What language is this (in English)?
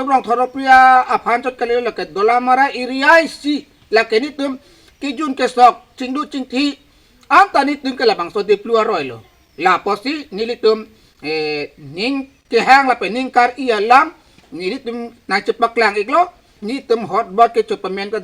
Karbi